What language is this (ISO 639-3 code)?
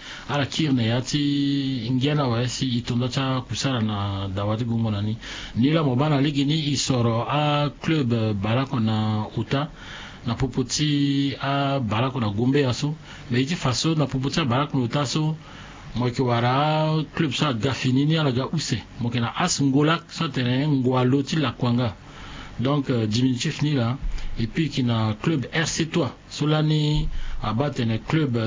sag